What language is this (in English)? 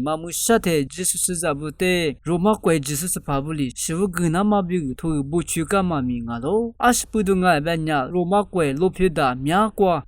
Lisu